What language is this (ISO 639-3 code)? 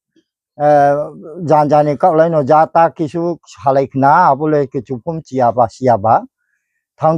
ria